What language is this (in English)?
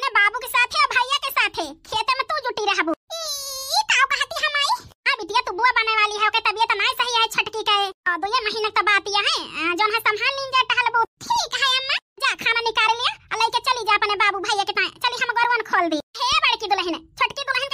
Awadhi